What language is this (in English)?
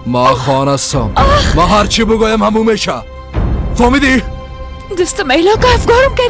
Persian